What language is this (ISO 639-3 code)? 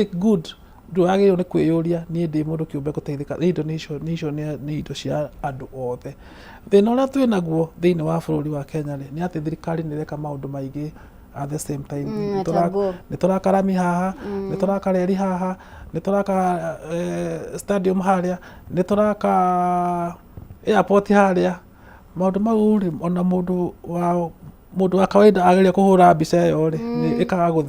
kik